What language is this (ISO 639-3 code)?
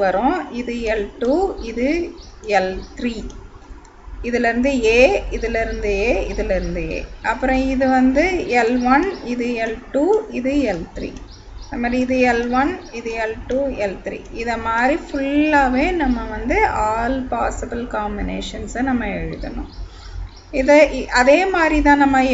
tam